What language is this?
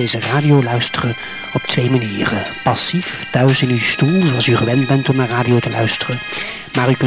Dutch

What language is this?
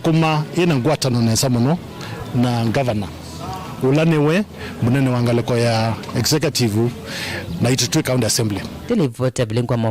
Kamba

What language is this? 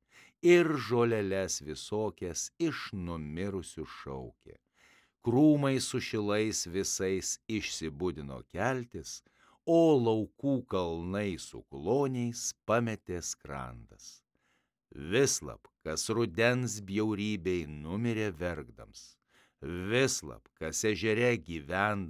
Lithuanian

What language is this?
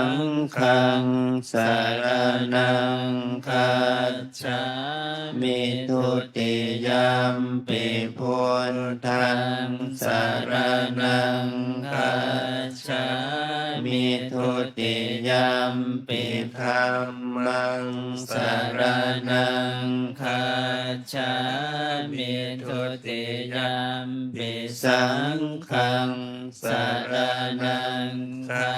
Pali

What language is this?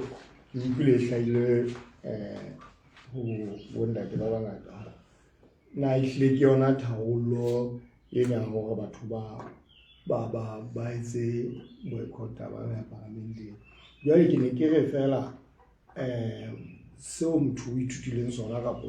Southern Sotho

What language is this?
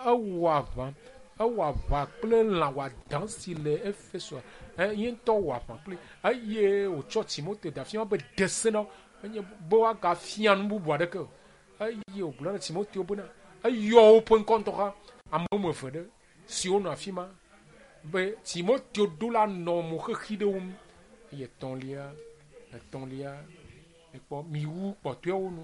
Ewe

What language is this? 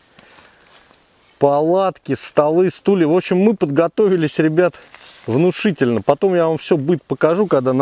Russian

